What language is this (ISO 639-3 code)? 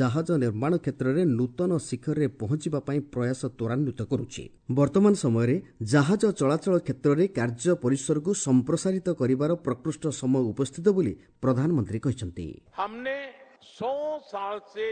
ori